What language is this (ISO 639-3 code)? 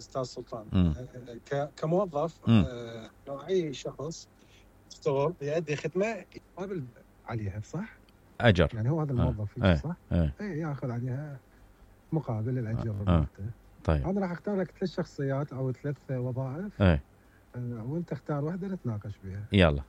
acm